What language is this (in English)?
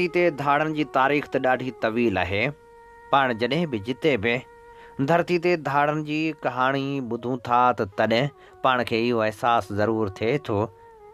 Sindhi